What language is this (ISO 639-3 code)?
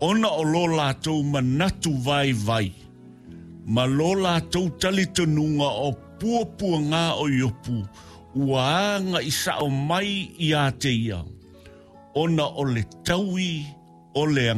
smo